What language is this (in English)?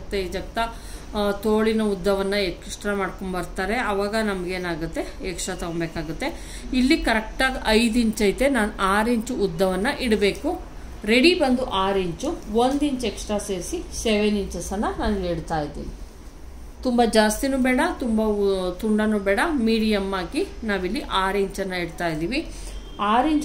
Kannada